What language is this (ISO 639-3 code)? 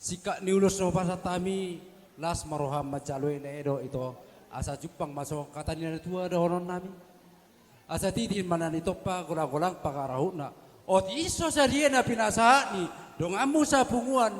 bbc